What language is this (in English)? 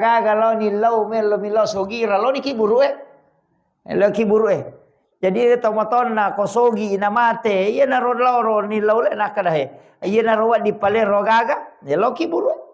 Buginese